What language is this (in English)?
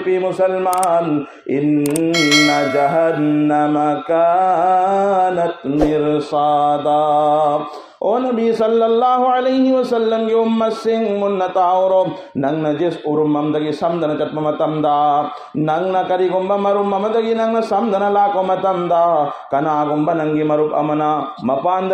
Manipuri